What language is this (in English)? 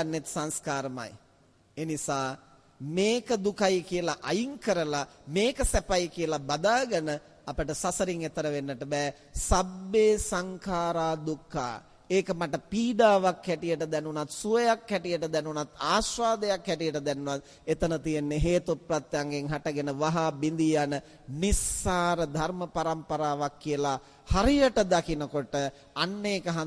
Sinhala